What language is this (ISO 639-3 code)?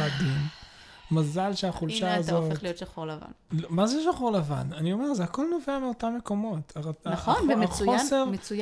heb